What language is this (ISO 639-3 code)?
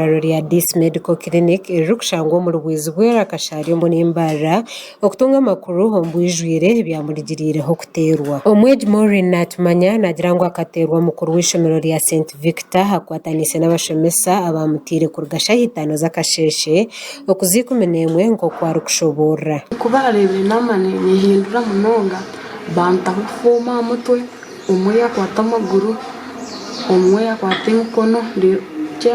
nyn